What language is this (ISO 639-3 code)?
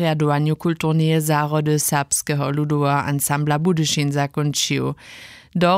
hsb